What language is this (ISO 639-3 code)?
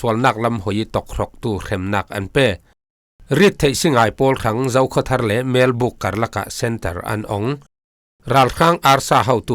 cfm